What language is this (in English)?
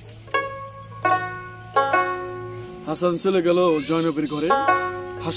Bangla